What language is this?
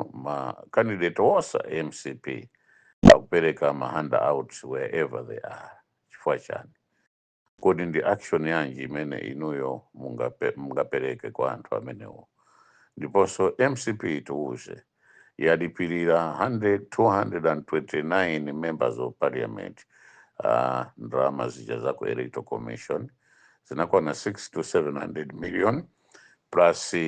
Nyanja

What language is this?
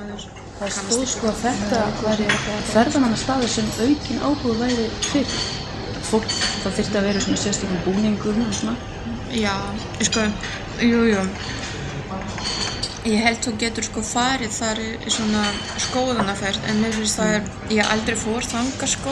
Icelandic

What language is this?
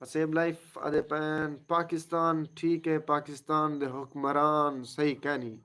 Saraiki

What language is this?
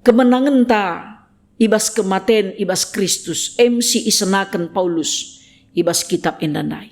Batak Karo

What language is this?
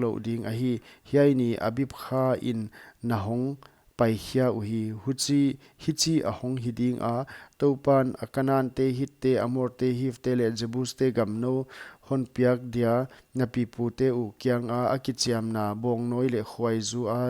Paite Chin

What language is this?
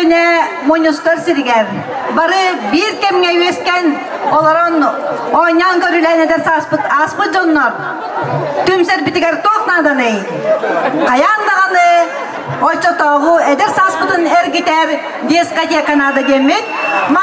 Yakut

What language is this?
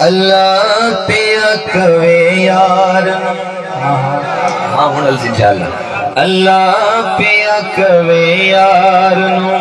Saraiki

